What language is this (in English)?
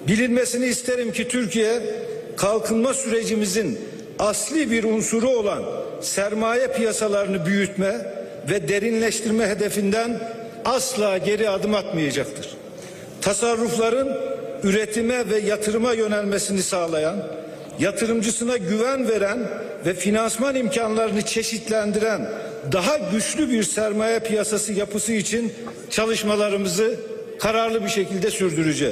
Turkish